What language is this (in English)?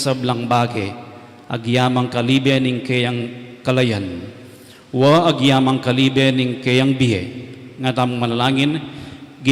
Pampanga